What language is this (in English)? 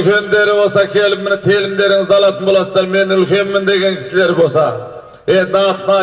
Kazakh